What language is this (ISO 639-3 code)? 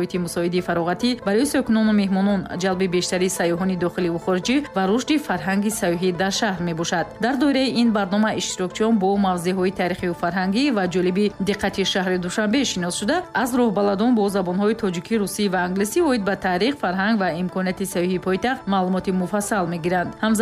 tgk